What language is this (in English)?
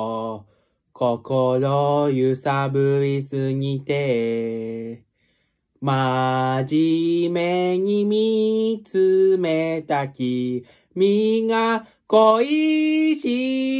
Japanese